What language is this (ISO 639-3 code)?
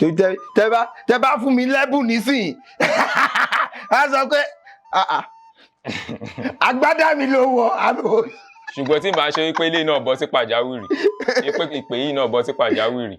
yor